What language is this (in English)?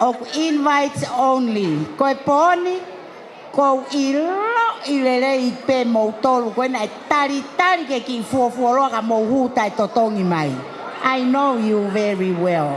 Tongan